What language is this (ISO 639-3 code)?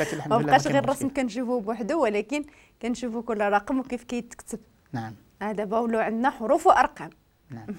ary